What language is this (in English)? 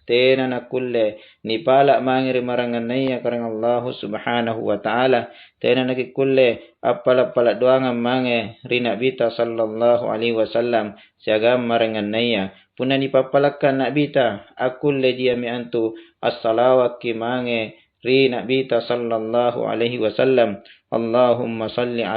Makasar